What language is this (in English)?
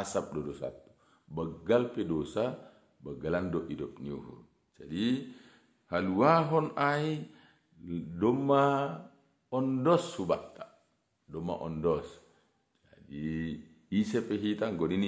Batak Simalungun